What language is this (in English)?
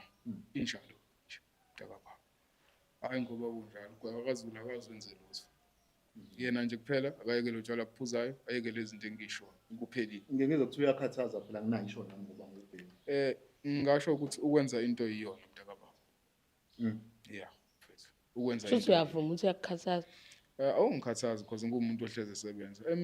Zulu